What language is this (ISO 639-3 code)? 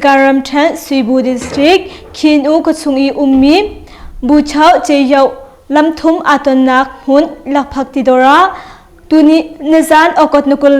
cnh